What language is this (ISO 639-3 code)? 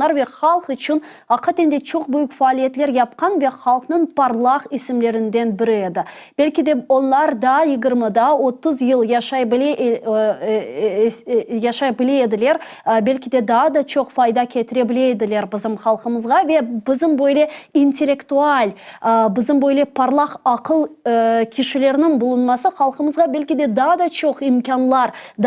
crh